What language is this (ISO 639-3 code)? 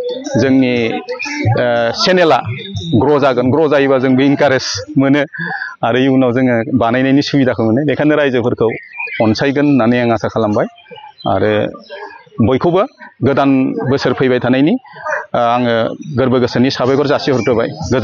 brx